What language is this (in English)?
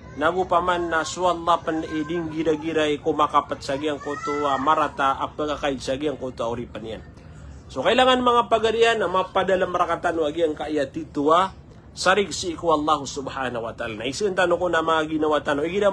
Maranao